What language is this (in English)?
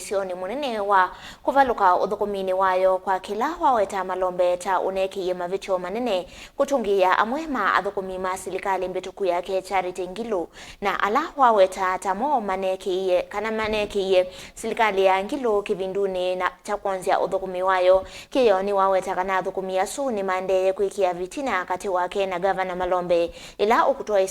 Kamba